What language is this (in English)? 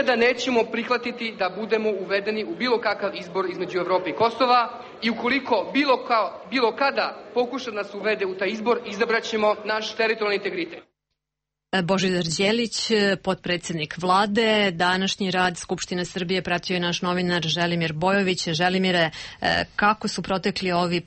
Serbian